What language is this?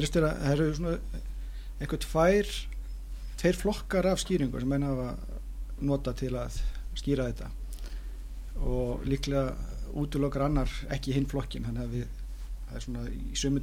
Icelandic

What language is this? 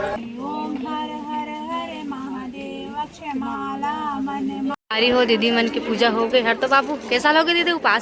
Chhattisgarhi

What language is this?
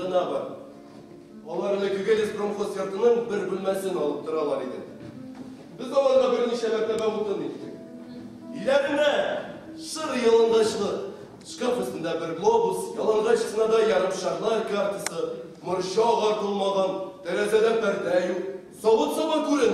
Tatar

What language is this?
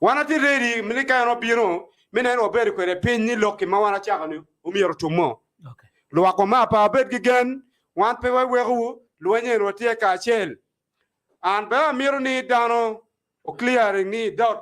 Acoli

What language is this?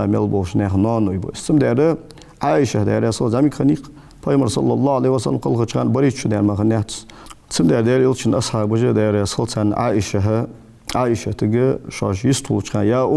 Ingush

